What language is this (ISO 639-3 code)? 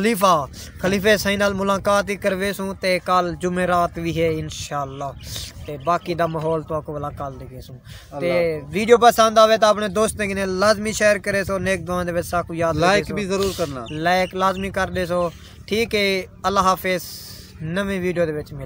skr